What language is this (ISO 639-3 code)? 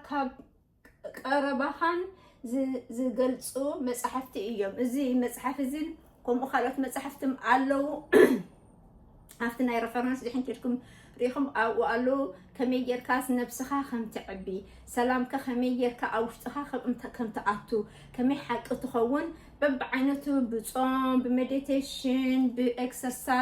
tir